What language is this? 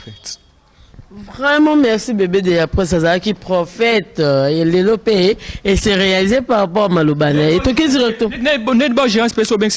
Lingala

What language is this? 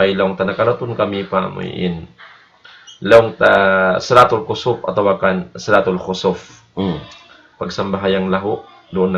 Tausug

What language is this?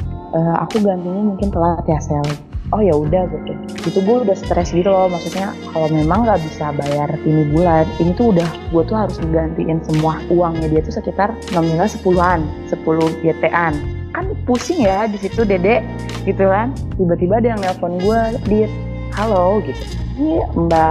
Indonesian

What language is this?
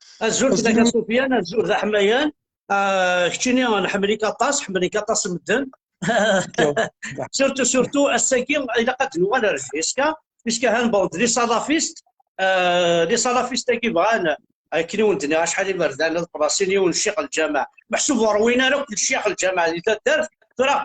Kabyle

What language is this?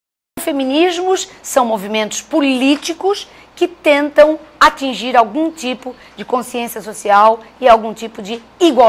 Portuguese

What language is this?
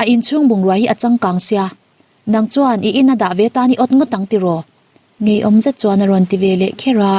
Mizo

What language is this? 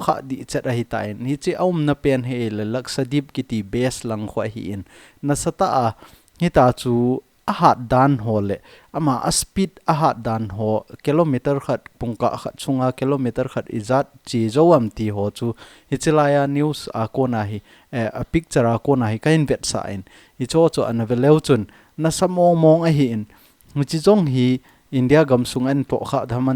Thado Chin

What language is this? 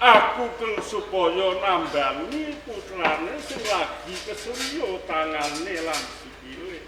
Javanese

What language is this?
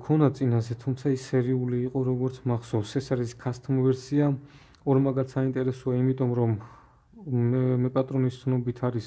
Georgian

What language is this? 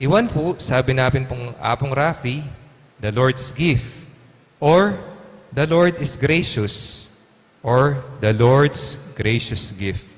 Pampanga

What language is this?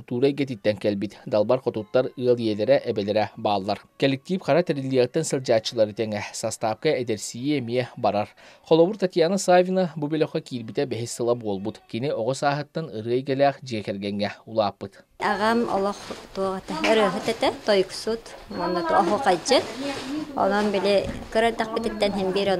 Yakut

